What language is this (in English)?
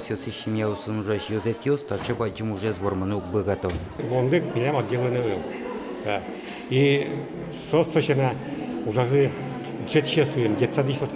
Udmurt